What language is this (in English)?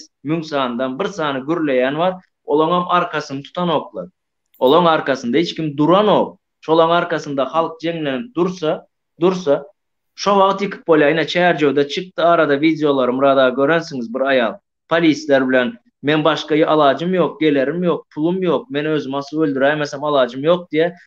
Turkmen